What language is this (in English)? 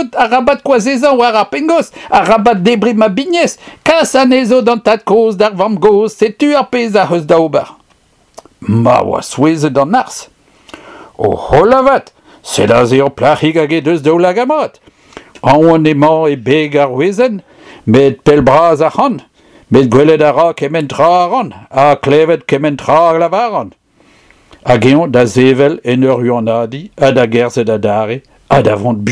Breton